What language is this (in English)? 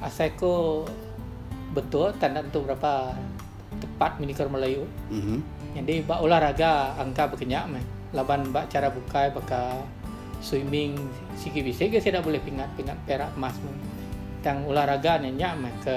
Iban